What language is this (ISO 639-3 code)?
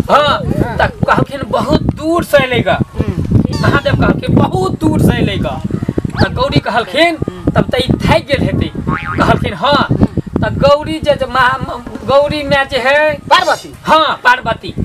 mai